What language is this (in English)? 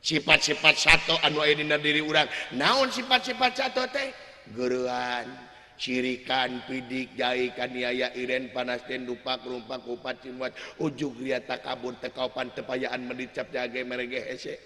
Sundanese